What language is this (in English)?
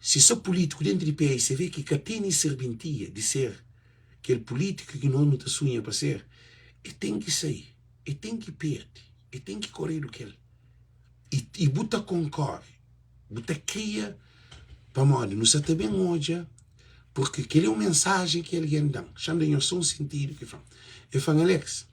Kabuverdianu